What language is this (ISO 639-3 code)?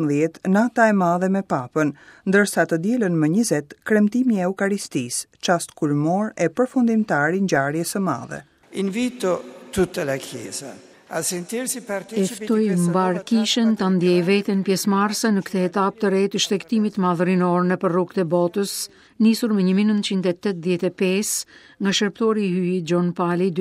sqi